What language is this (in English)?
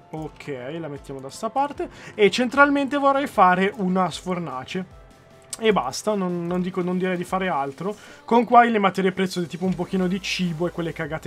Italian